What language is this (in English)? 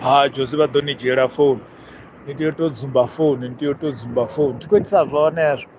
Venda